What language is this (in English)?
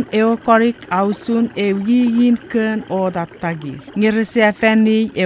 Chuukese